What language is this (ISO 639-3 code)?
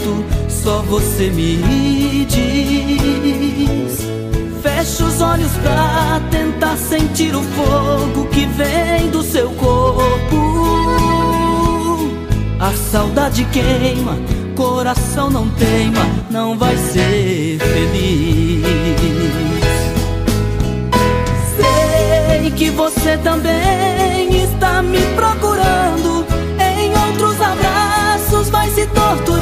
por